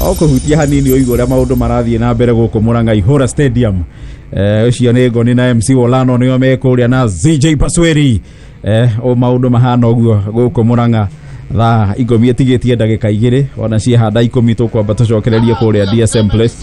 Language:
Kikuyu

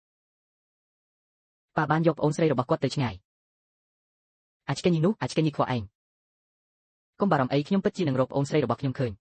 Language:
Khmer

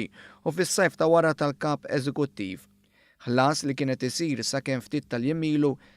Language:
Maltese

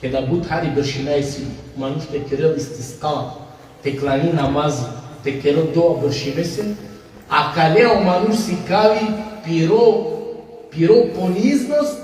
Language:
Balkan Romani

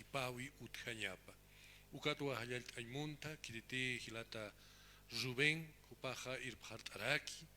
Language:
Aymara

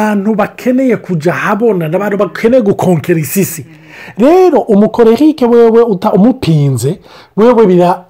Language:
Rundi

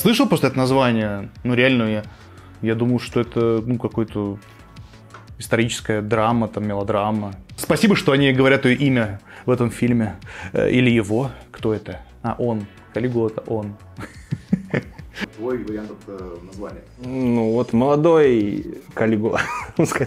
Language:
Russian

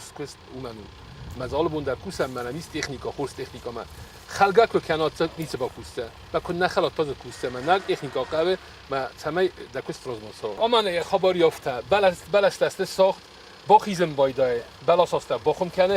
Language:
Ossetic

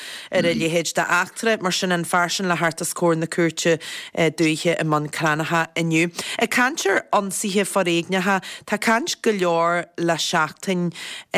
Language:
Irish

